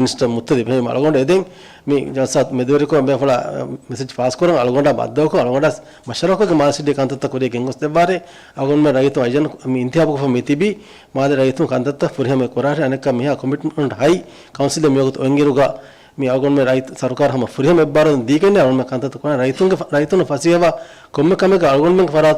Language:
Divehi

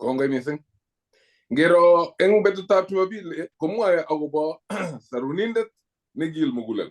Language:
Kalenjin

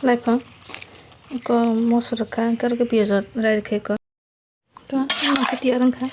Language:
Kok Borok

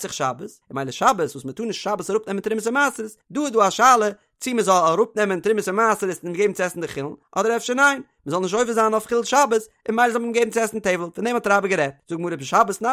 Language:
Yiddish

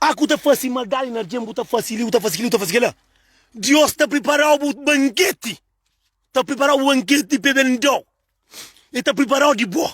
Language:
Kabuverdianu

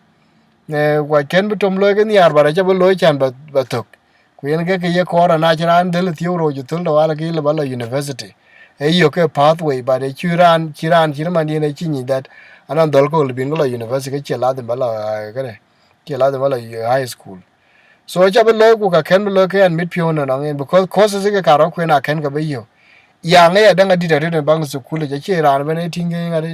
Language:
Dinka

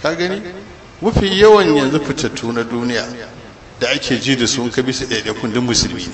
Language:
Hausa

